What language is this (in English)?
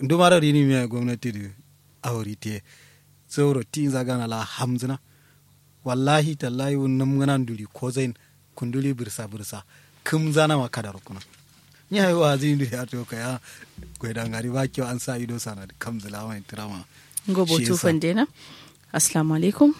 Kanuri